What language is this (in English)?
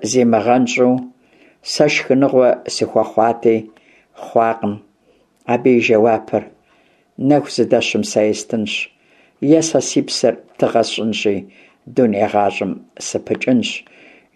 Kabardian